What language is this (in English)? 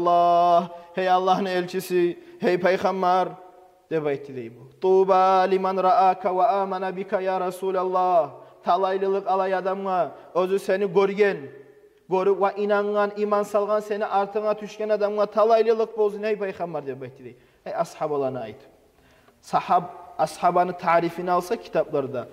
Kumyk